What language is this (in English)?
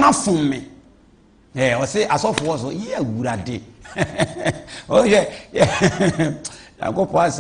Akan